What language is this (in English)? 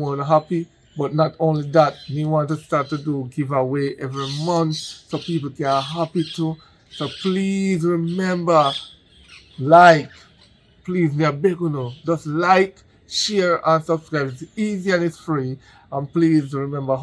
Jamaican Creole English